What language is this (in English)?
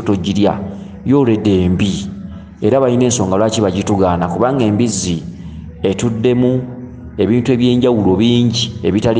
Ganda